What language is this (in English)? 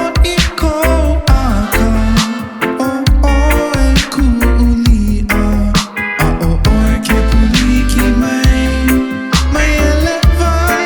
Hawaiian